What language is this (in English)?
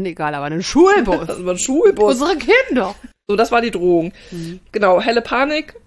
German